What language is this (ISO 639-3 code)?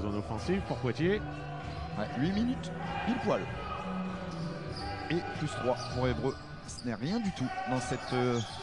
fra